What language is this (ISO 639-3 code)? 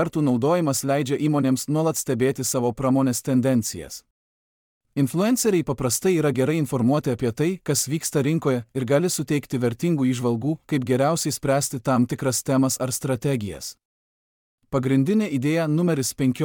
lit